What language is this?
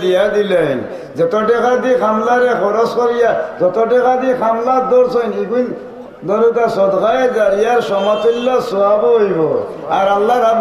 Sylheti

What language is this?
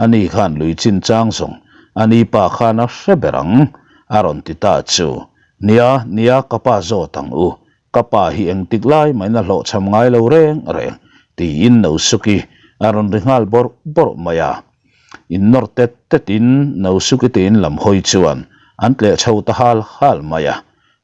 Mizo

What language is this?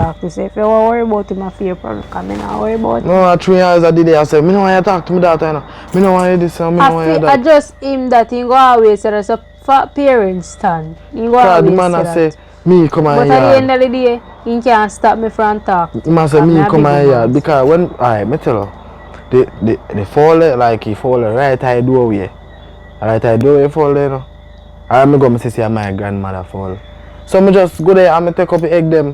Jamaican Creole English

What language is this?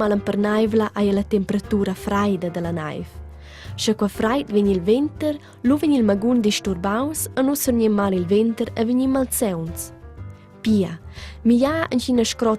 Romansh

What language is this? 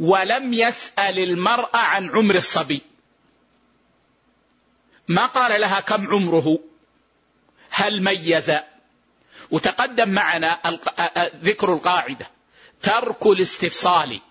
Arabic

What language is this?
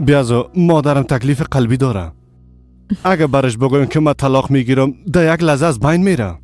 Persian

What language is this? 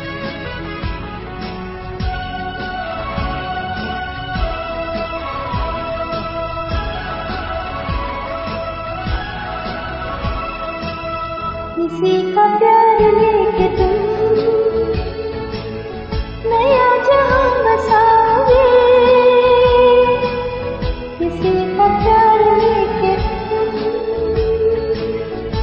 Hindi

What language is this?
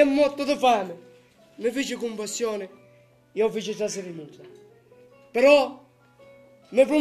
Sicilian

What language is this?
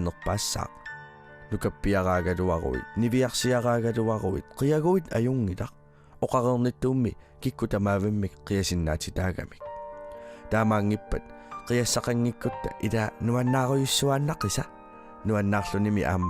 Kalaallisut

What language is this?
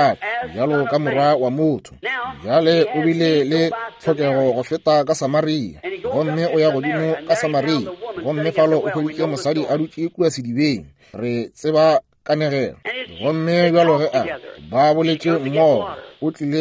Northern Sotho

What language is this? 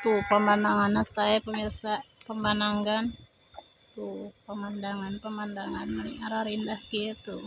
Sundanese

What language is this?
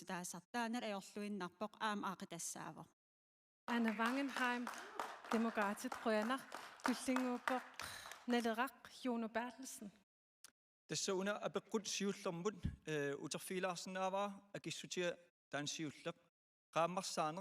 Kalaallisut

